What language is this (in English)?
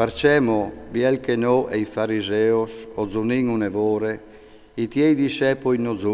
Friulian